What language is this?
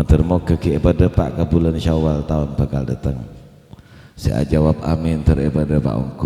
Madurese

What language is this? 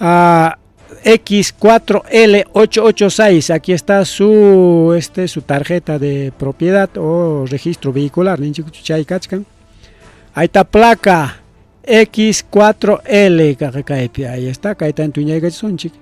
Ayacucho Quechua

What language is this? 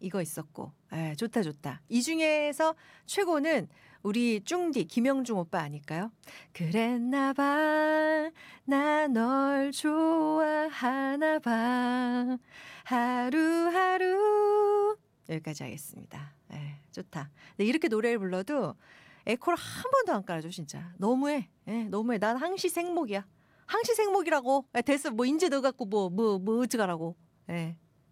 Korean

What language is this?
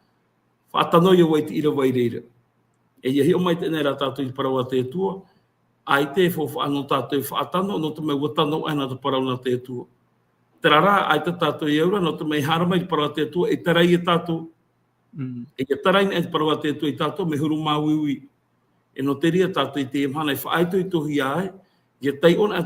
Tahitian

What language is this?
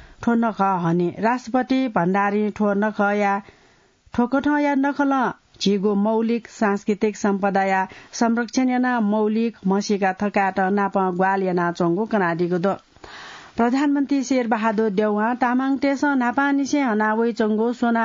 Newari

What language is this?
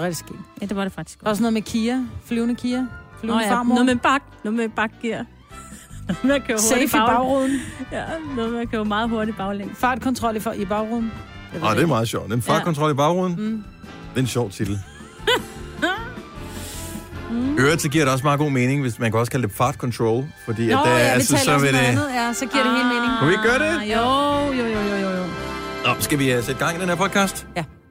Danish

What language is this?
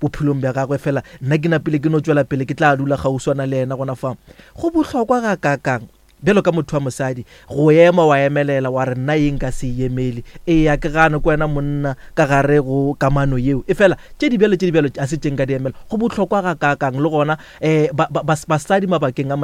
Northern Sotho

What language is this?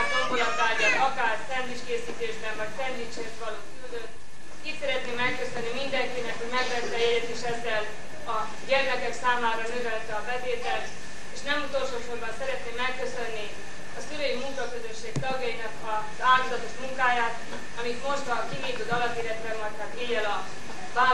Hungarian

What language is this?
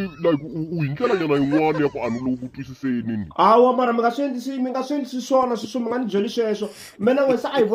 Tsonga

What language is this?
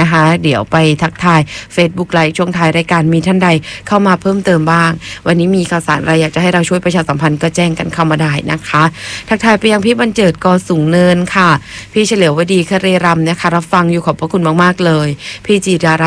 Thai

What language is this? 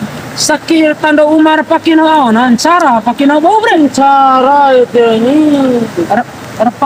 Bima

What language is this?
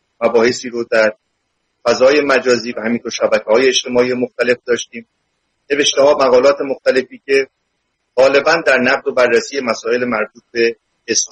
Persian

